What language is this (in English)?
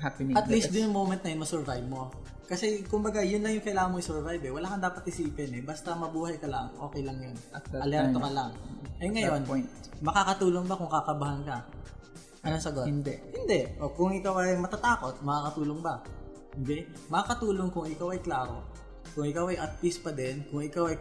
Filipino